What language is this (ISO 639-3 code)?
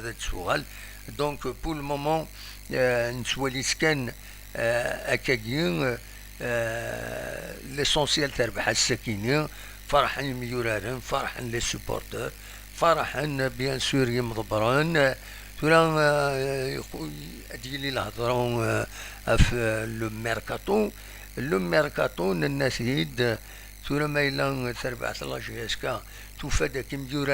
kab